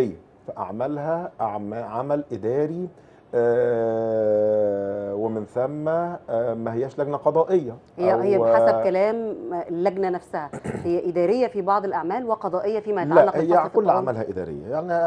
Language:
Egyptian Arabic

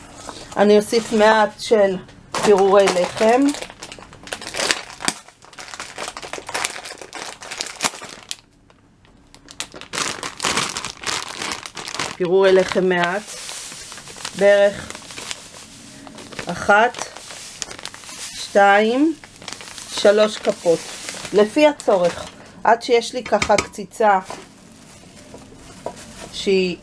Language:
Hebrew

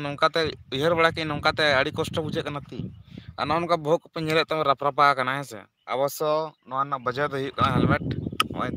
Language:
Santali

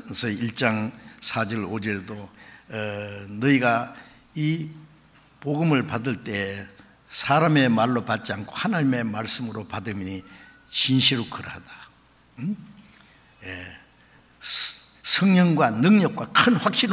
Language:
Korean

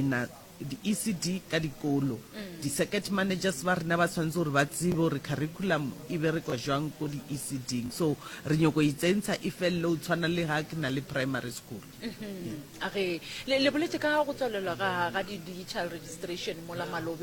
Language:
Northern Sotho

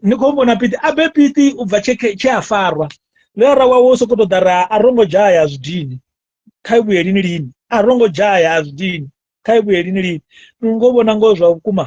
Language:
Venda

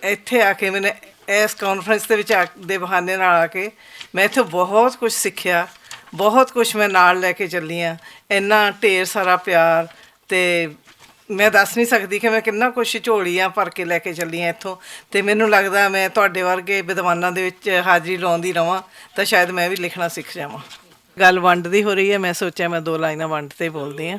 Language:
Western Panjabi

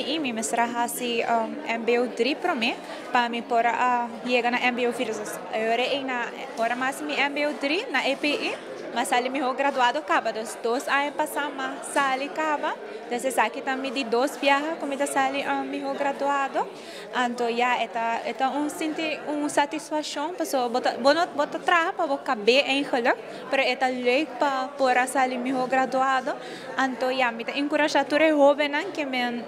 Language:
Papiamento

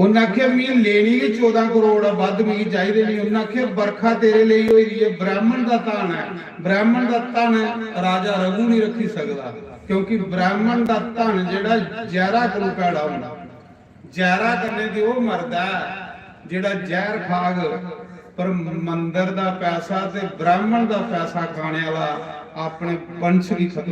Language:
Dogri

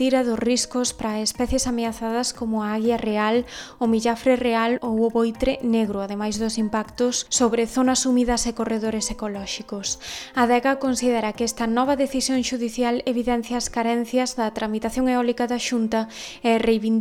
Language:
Galician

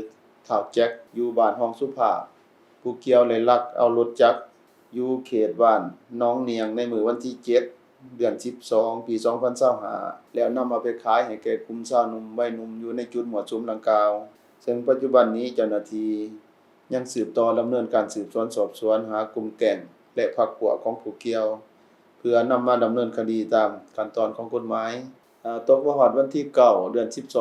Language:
Lao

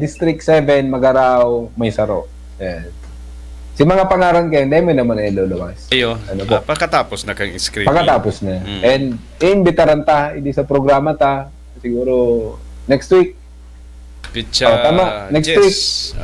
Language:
Bikol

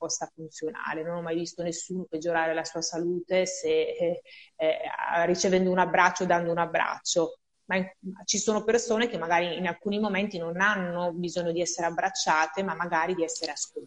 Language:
Italian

